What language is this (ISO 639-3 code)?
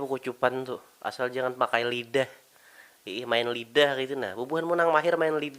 bjn